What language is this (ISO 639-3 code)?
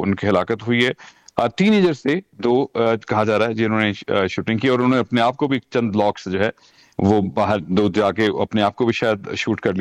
urd